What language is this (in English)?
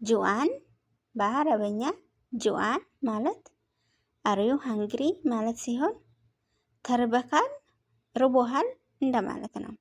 Amharic